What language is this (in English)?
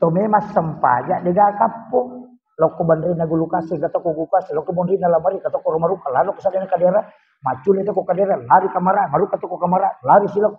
Buginese